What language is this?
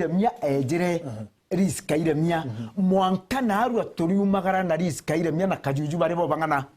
Meru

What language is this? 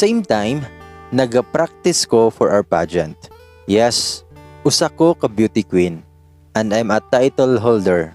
Cebuano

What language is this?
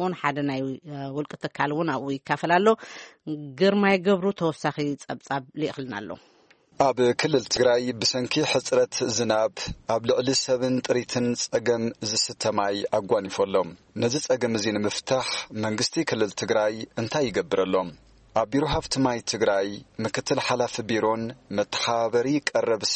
Tigrinya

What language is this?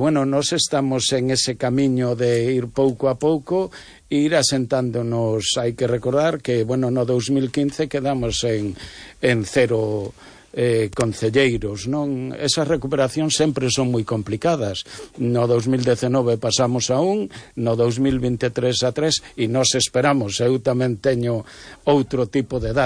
Galician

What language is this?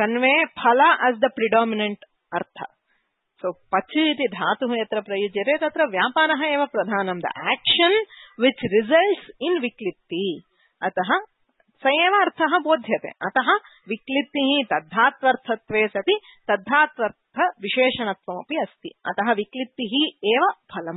Sanskrit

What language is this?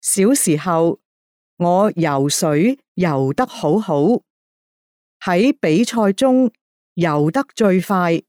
Cantonese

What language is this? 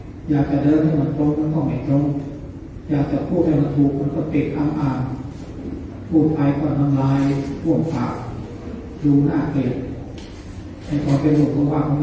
Thai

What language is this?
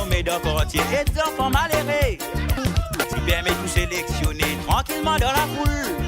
Morisyen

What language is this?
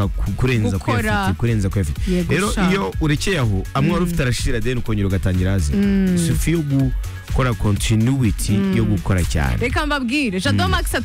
Kinyarwanda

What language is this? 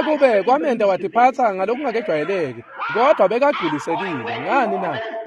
Swati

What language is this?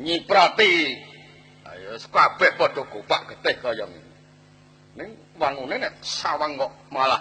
Javanese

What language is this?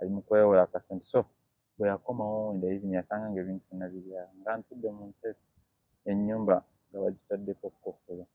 Ganda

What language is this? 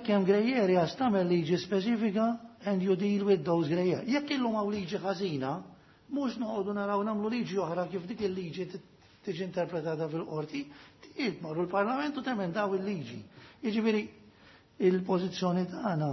Maltese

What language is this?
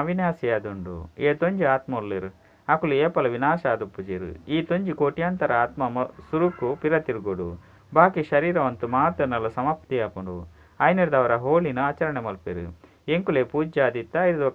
Tulu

